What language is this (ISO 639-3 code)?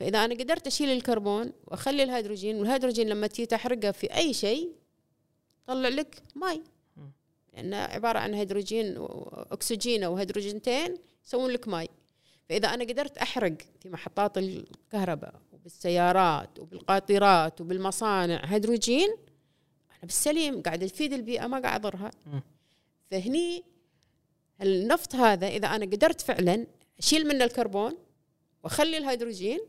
afb